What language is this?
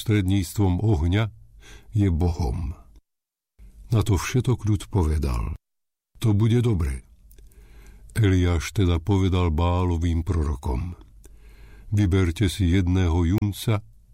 Slovak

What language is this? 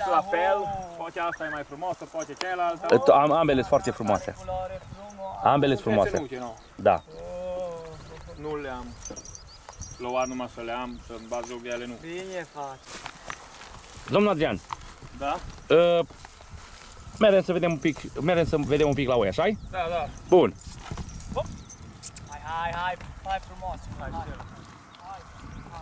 Romanian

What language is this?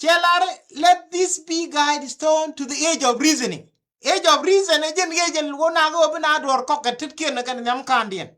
Nuer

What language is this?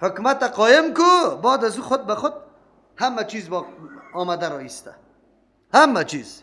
Persian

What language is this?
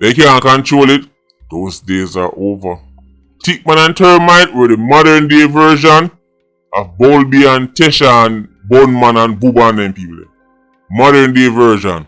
Jamaican Creole English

